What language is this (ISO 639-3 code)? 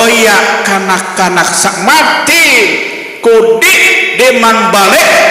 sas